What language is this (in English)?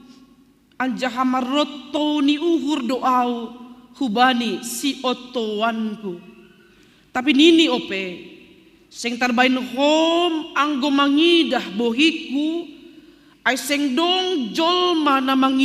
Batak Simalungun